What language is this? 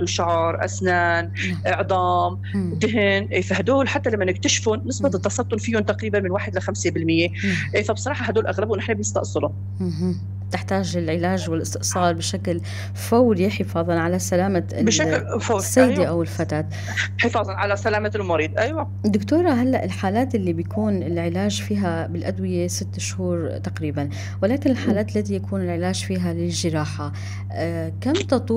North Levantine Arabic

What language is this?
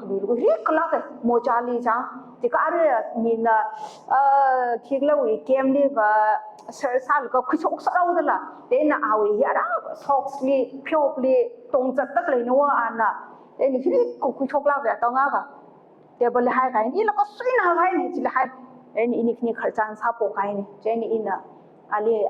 Tangkhul Naga (India)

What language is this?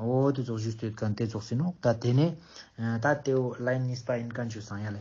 Ladakhi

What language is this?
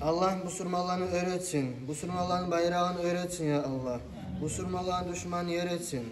Kumyk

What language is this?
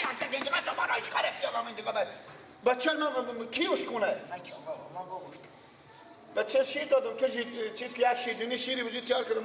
Persian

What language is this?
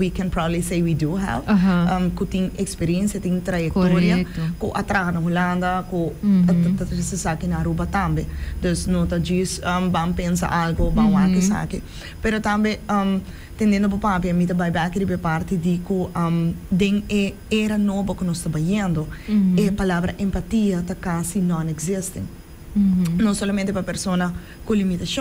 Papiamento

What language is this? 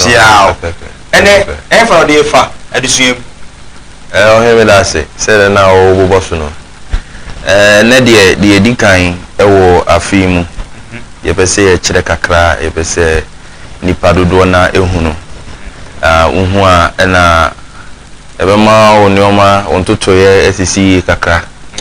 Akan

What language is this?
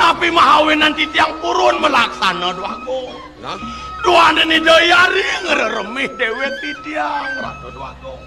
Balinese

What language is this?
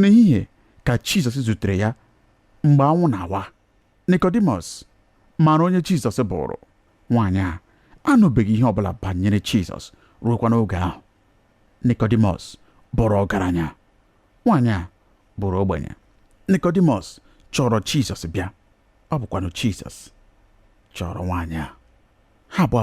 Igbo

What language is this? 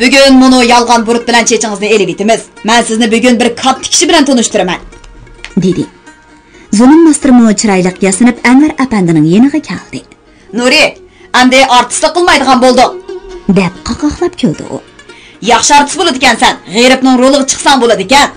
Uyghur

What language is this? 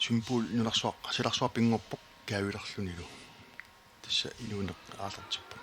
Kalaallisut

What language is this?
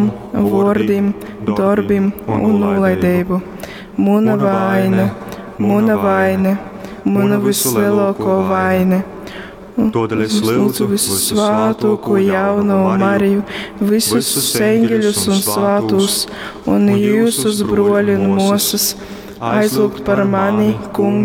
Latgalian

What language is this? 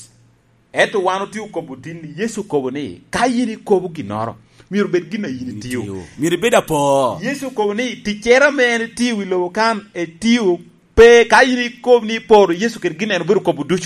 Lango (Uganda)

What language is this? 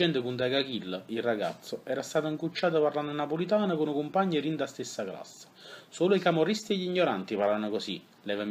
Neapolitan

